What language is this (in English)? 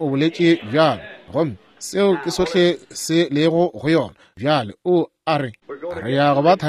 Northern Sotho